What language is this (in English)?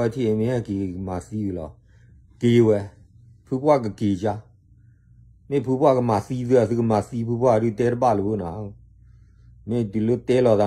S'gaw Karen